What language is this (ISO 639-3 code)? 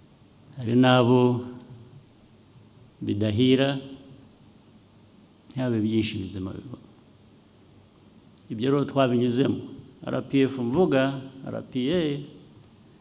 kin